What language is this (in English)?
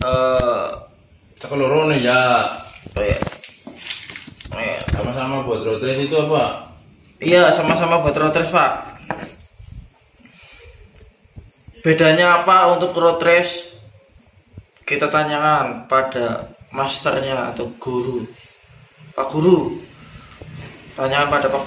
Indonesian